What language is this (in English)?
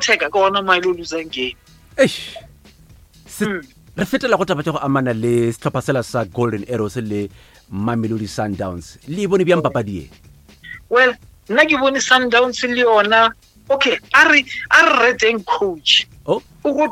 Northern Sotho